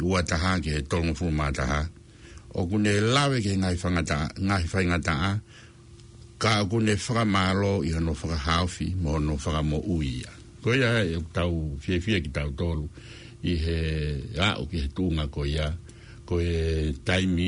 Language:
Tongan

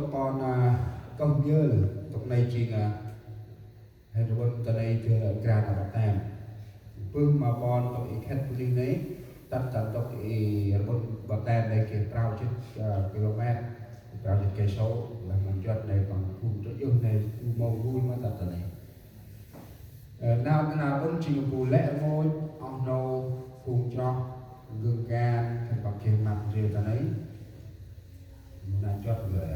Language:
Central Mnong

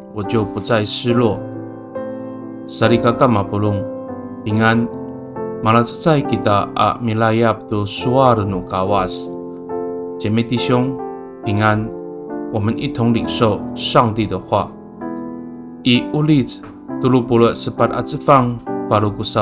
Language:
Amis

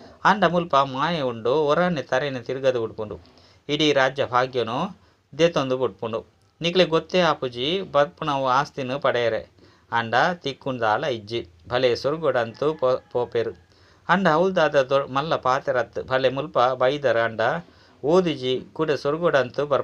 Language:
Tulu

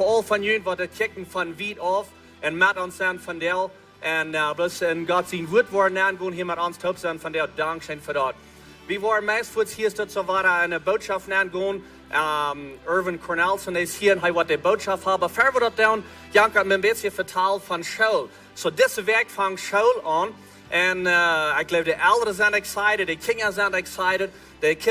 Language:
Plautdietsch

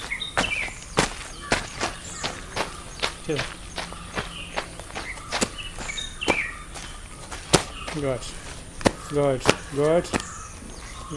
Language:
Malayalam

